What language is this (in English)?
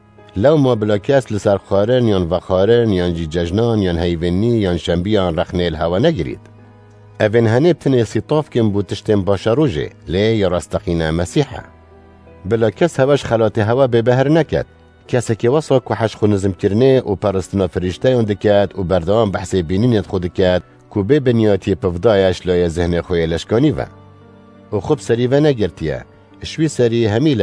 Kurdish